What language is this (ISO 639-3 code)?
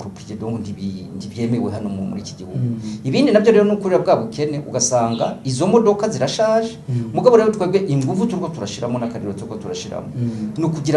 run